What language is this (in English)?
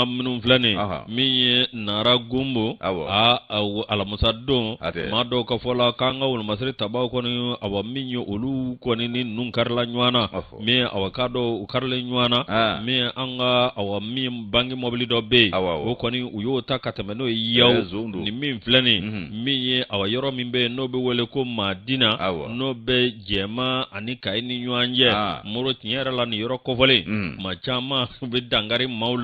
Bambara